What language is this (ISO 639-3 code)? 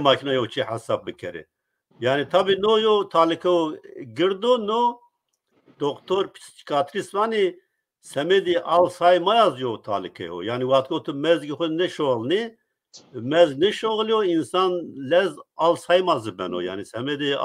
zza